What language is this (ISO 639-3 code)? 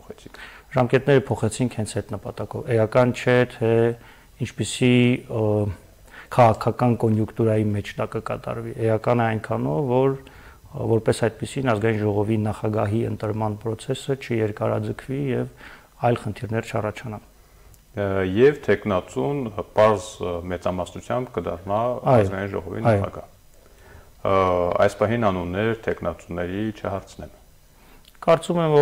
hye